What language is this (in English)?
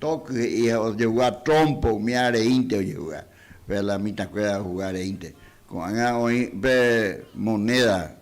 Guarani